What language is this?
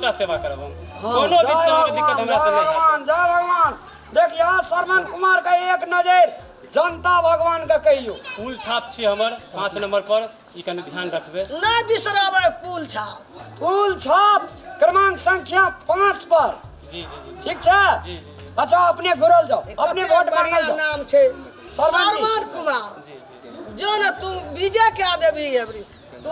Maithili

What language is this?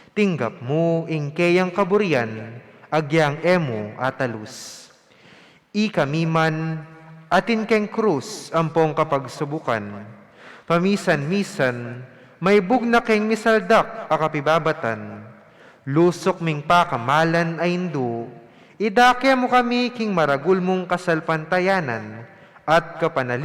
Pampanga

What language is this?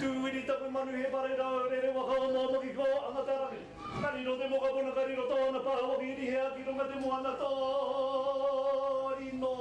Māori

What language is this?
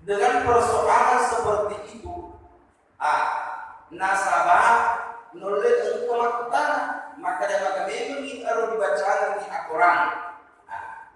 Buginese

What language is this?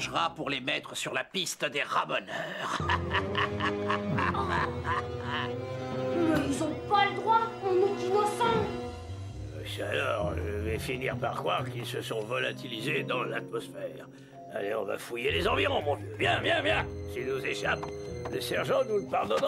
French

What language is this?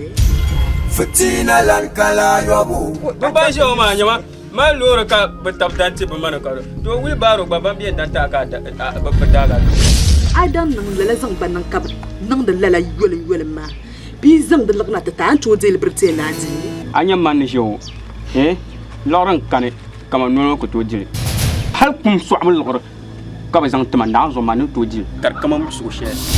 Dagbani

